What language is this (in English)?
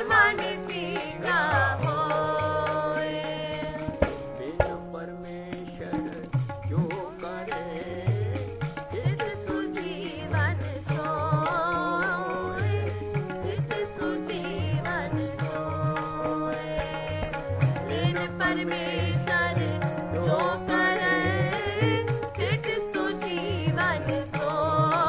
Punjabi